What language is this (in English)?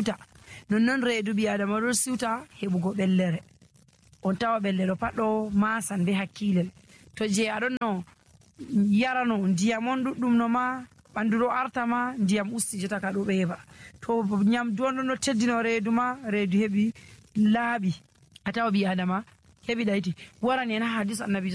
Nigerian Fulfulde